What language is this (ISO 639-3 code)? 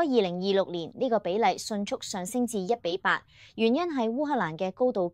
yue